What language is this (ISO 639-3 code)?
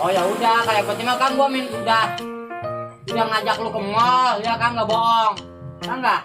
bew